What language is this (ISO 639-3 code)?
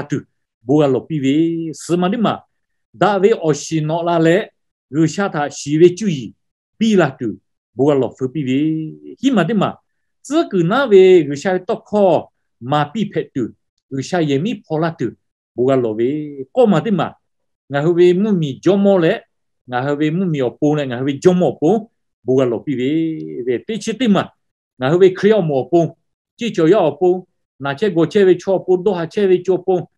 lhu